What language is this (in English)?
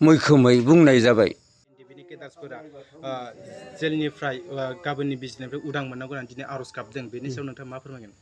Bodo